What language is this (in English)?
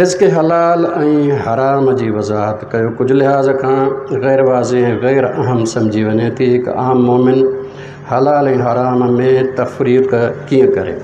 Sindhi